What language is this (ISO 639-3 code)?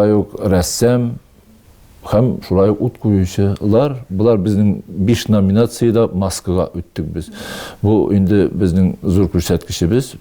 tat